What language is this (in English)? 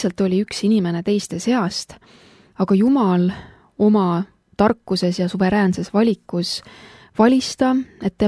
Estonian